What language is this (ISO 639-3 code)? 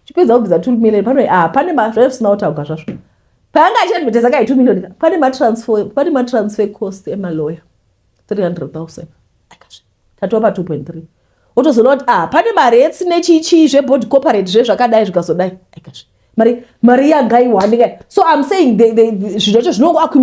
sna